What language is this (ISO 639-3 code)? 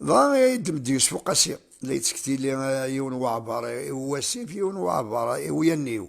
kab